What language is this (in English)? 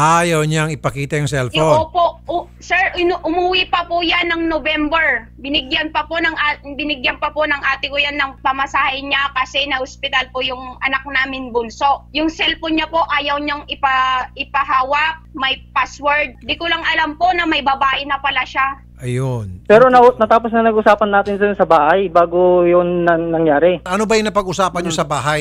Filipino